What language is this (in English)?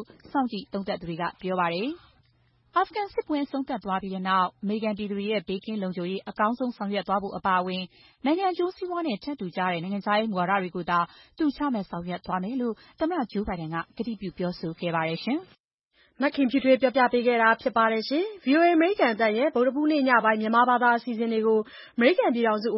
Burmese